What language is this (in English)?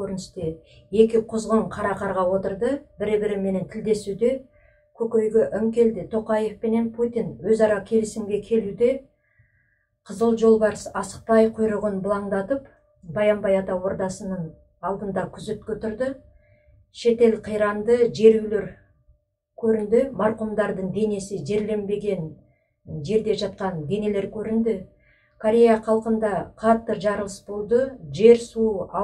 Kazakh